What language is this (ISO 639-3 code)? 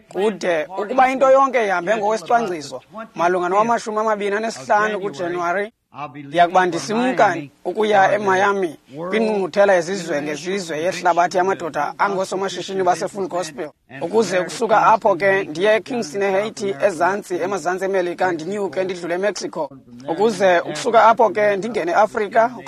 xho